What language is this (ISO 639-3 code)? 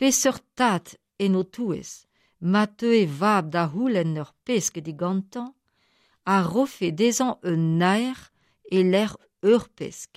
bre